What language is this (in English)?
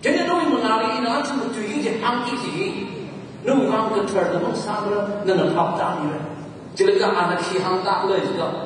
Tangkhul Naga (India)